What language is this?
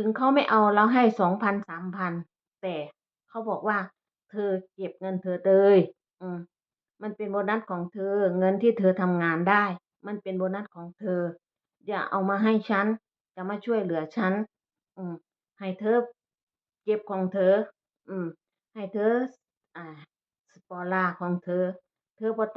Northeastern Thai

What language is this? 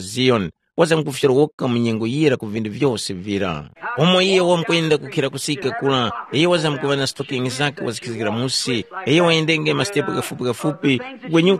Tumbuka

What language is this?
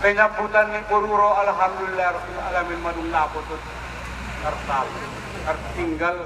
Batak Angkola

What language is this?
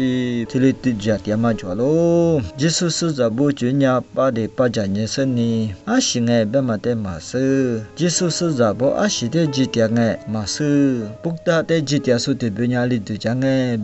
Lisu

